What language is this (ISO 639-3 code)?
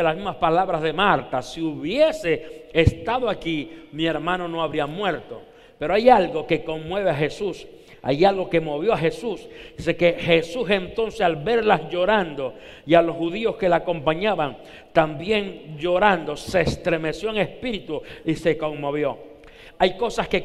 spa